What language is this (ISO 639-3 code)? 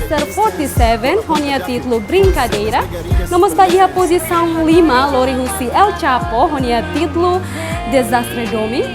tet